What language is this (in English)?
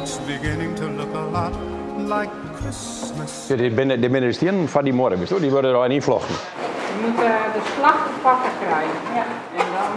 Western Frisian